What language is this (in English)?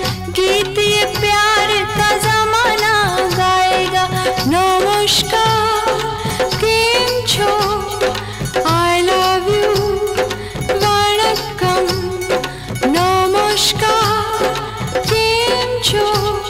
Bangla